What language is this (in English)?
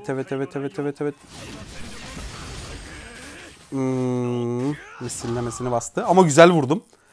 Turkish